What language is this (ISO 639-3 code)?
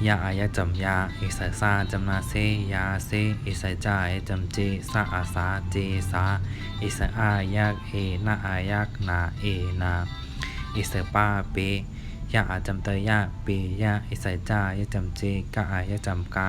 shn